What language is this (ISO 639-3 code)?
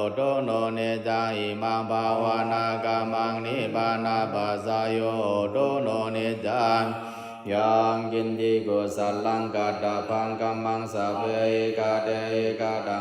pli